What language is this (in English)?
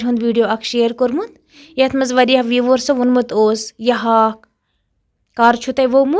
Kashmiri